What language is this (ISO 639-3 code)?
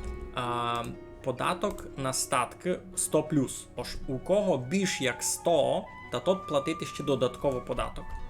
rue